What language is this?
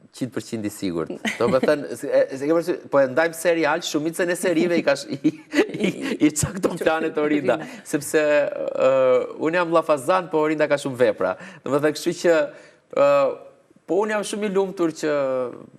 Albanian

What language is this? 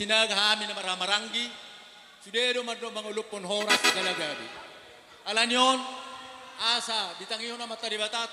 Batak Toba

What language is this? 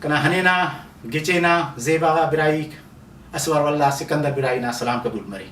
Brahui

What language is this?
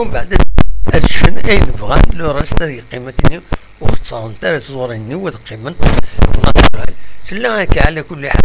Kabyle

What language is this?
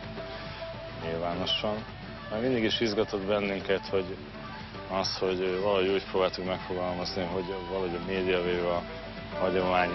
Hungarian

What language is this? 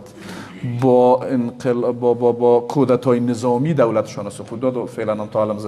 Persian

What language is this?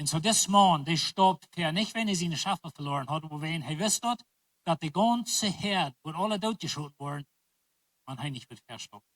Plautdietsch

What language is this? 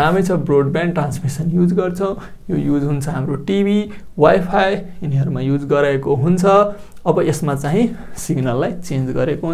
Nepali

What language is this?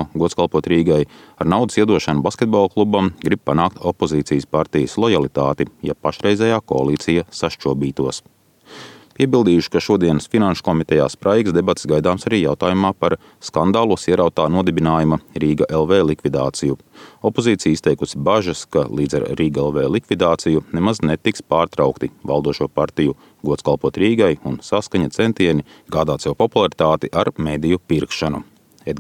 Latvian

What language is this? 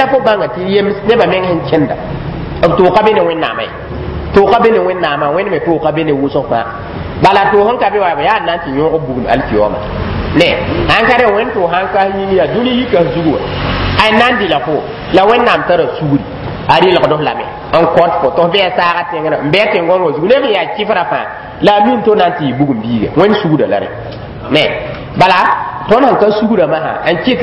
Mossi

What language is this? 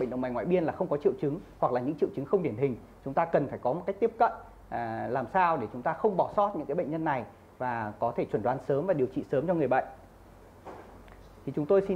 Vietnamese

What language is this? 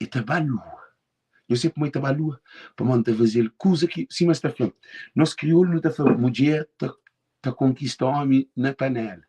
Kabuverdianu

